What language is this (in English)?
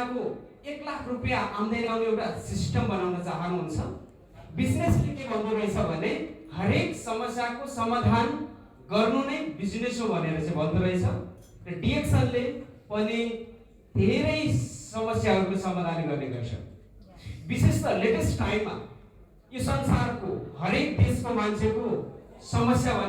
Nepali